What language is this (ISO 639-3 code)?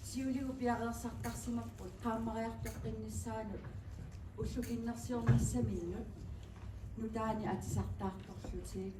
kal